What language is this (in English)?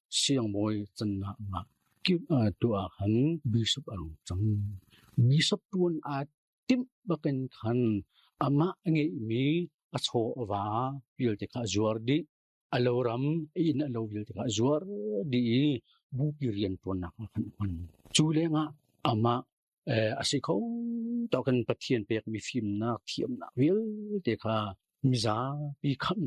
Hakha Chin